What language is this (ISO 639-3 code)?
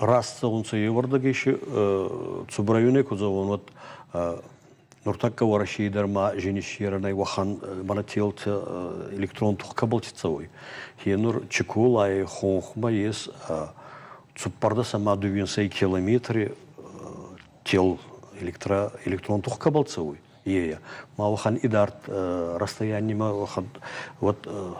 oss